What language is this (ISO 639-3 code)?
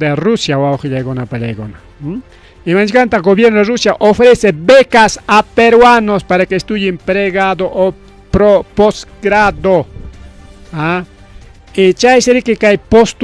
quy